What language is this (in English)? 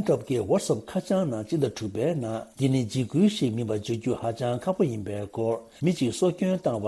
Tibetan